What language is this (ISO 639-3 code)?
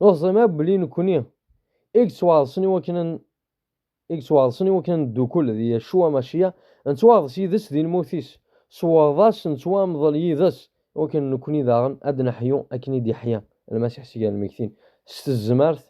kab